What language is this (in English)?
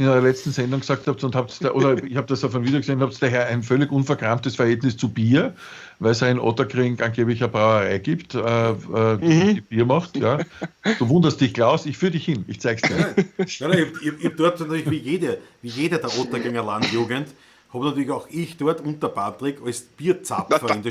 Bavarian